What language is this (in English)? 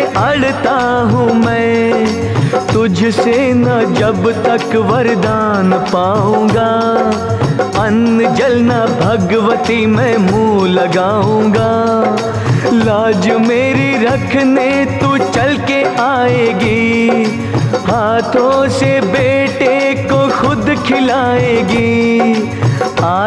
Hindi